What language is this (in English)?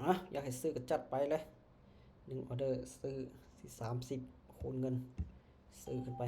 Lao